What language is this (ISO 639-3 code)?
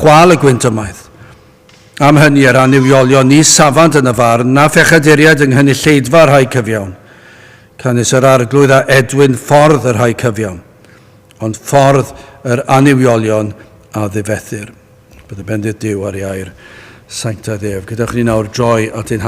cym